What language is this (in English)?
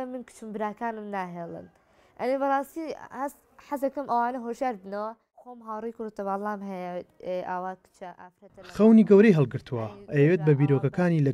Central Kurdish